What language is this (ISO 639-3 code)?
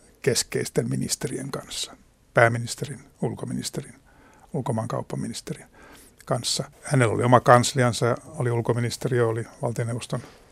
fin